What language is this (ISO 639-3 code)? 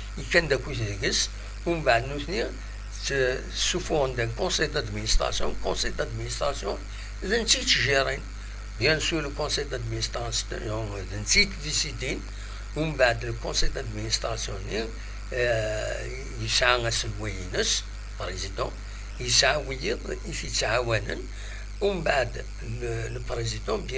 kab